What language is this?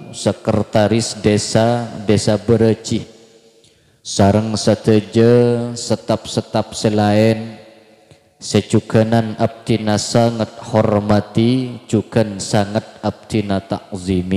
Madurese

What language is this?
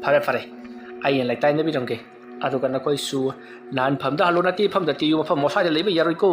Manipuri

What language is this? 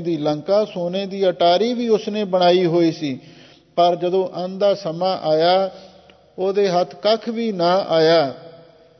Punjabi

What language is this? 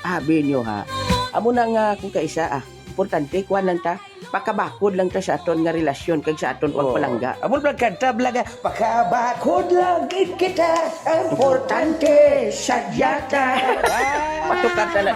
Hiligaynon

